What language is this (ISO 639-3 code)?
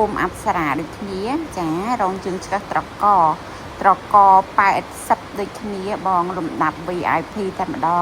khm